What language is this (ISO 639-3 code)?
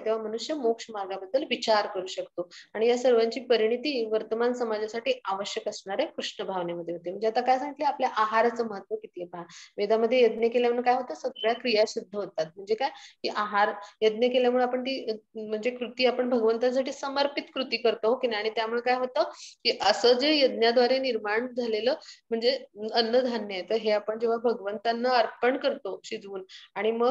mar